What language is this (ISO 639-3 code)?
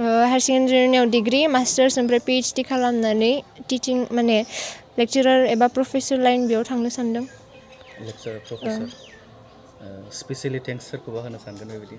brx